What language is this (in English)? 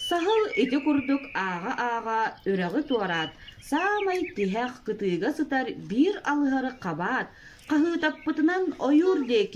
Yakut